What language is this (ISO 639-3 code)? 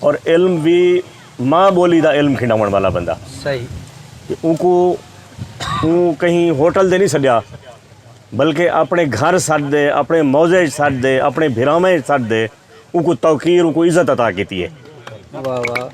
skr